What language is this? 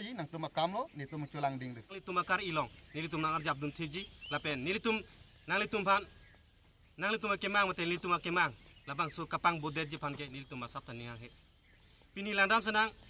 Karbi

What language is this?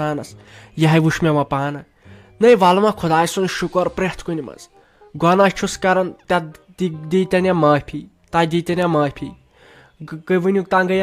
Kashmiri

